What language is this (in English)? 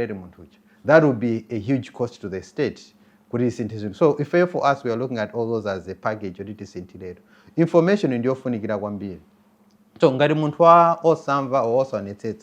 Nyanja